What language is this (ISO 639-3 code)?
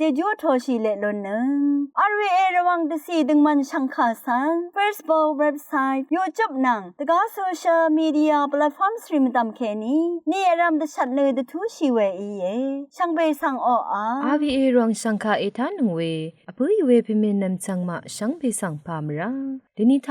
raw